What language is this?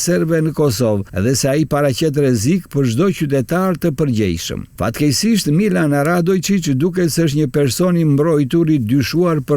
Albanian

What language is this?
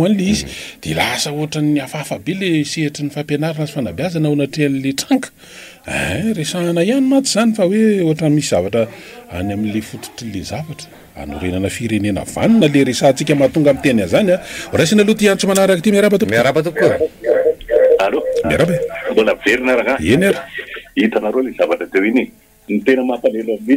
Malagasy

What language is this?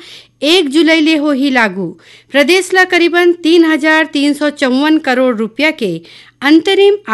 Chhattisgarhi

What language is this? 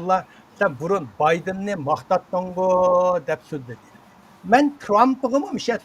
Uyghur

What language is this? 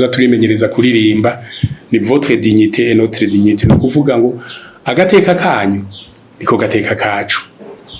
Rundi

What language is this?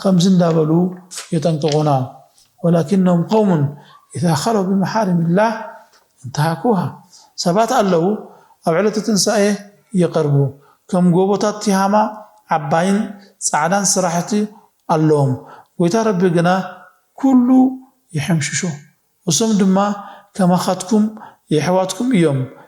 Tigrinya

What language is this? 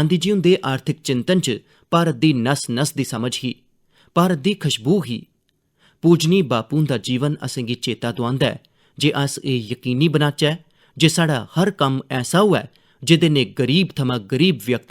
Dogri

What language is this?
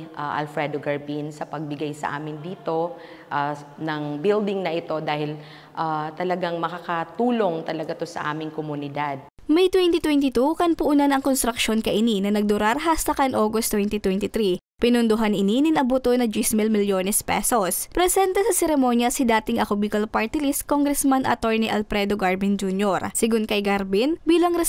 Bikol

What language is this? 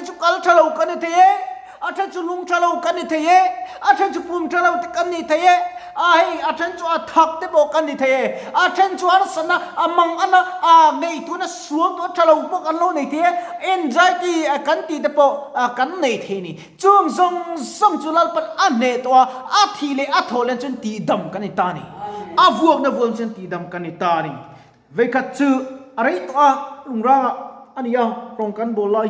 Mizo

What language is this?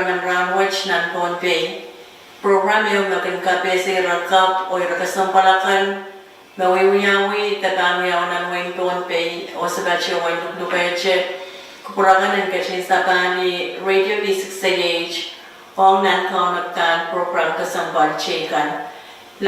Pohnpeian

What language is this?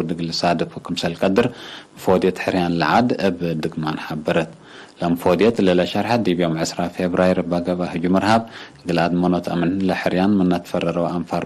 Tigre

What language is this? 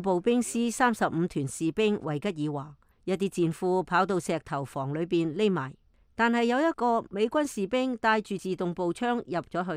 Cantonese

